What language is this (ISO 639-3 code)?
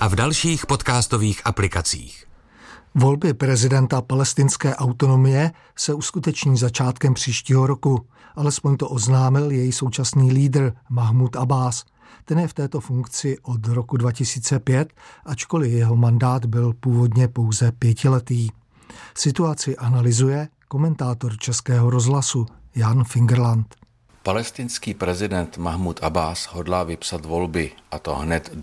ces